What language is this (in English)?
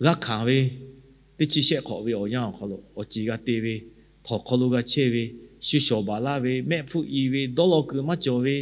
Lahu